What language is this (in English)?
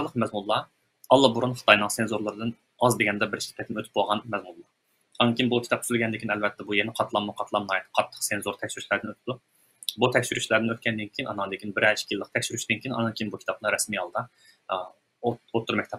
Uyghur